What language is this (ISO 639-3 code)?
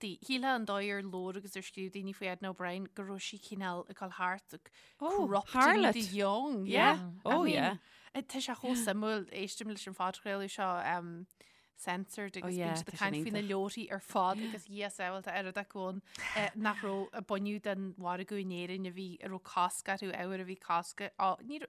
gle